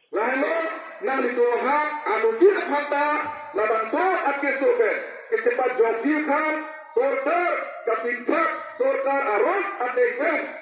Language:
Karbi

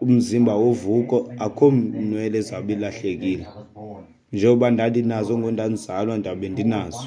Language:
Xhosa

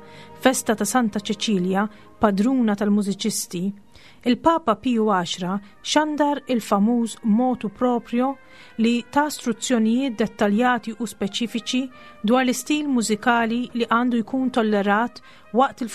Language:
Maltese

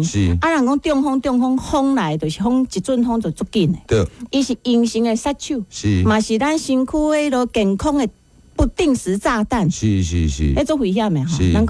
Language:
Min Nan Chinese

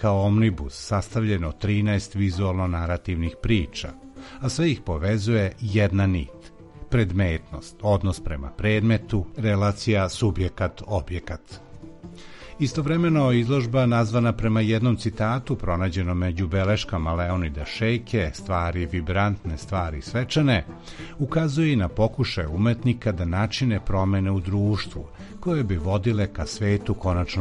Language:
Serbian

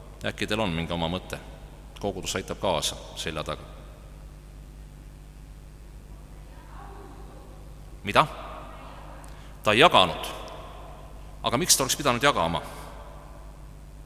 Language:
Estonian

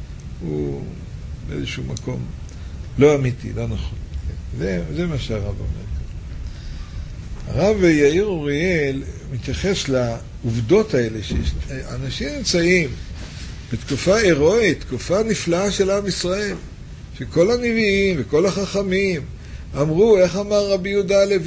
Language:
Hebrew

